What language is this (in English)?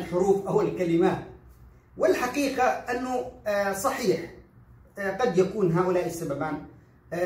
Arabic